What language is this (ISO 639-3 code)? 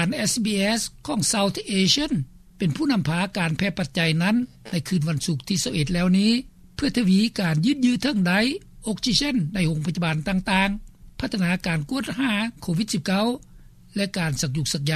lao